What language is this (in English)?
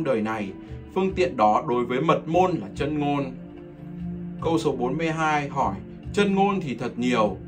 Vietnamese